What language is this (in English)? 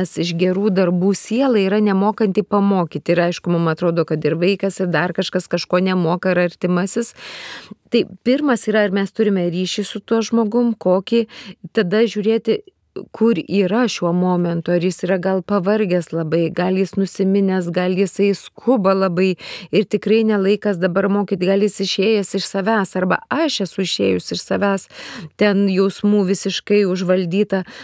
Lithuanian